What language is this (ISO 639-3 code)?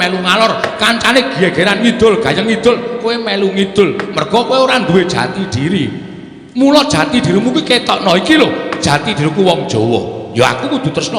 jav